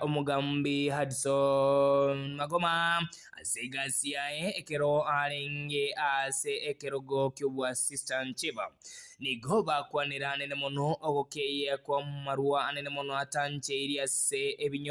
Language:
Gusii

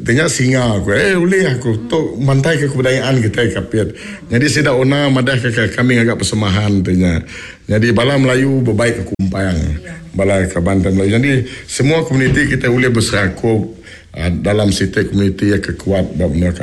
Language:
Iban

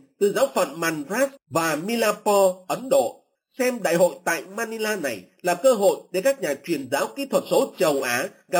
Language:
Vietnamese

